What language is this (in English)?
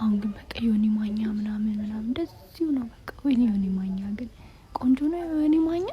Amharic